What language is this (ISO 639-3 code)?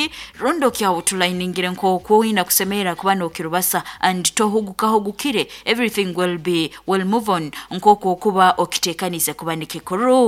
nyo